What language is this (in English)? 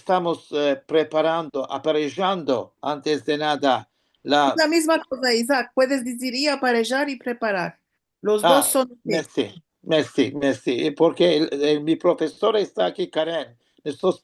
Ladino